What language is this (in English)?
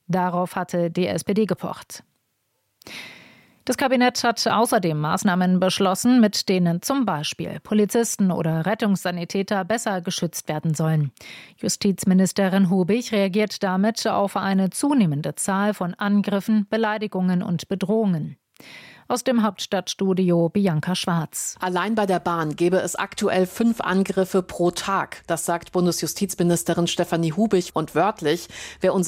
German